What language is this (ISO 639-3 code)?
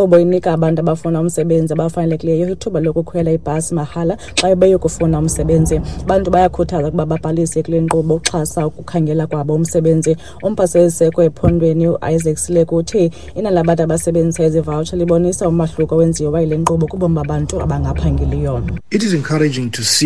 xho